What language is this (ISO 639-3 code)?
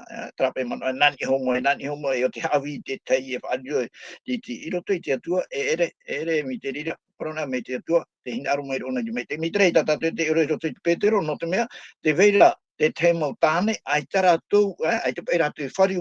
tah